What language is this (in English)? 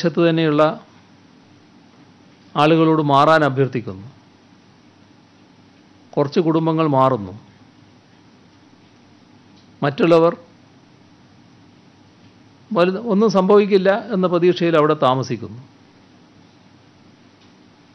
Malayalam